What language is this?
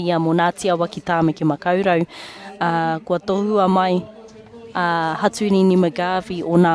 Māori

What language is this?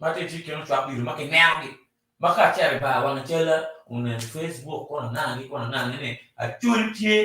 Acoli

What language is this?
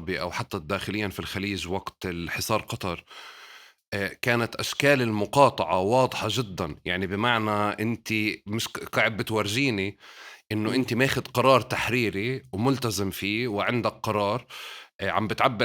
North Levantine Arabic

